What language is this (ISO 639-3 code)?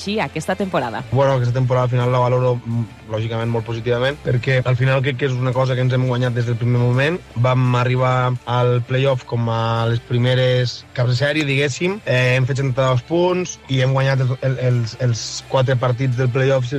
cat